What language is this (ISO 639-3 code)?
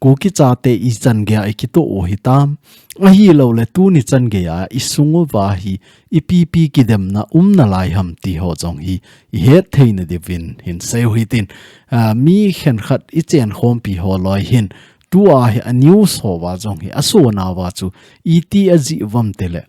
tcz